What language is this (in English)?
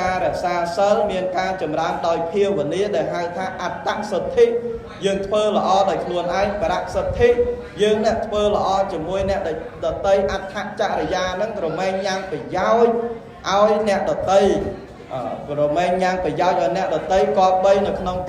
Khmer